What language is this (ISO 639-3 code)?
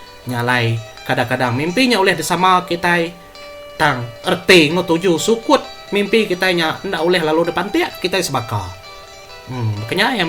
iba